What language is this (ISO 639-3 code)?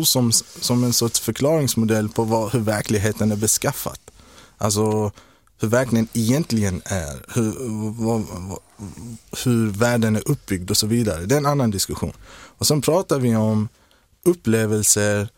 swe